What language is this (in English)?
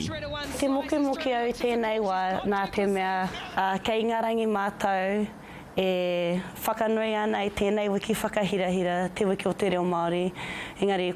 Māori